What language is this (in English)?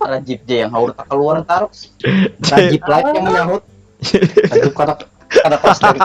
Banjar